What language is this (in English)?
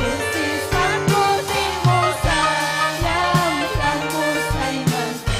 Ayacucho Quechua